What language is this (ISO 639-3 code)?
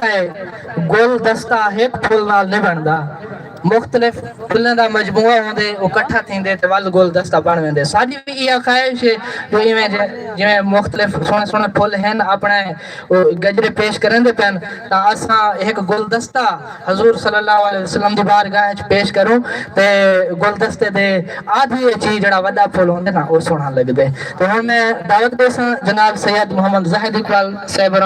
skr